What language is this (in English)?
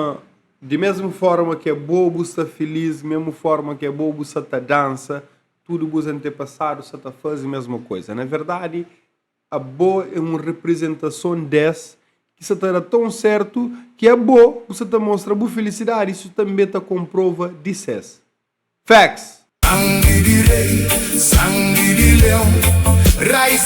Kabuverdianu